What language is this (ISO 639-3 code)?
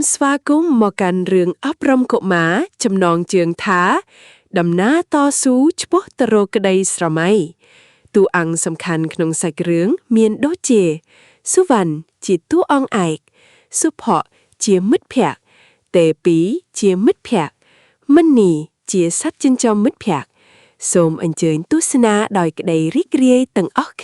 khm